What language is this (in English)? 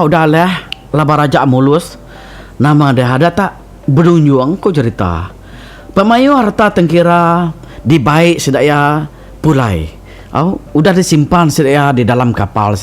Iban